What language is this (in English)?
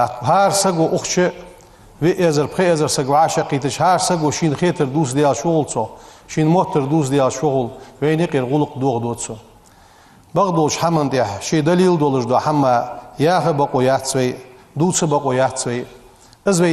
Ingush